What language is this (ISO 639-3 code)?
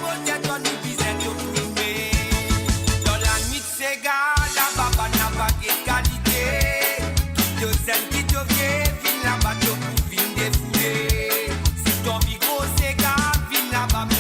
mfe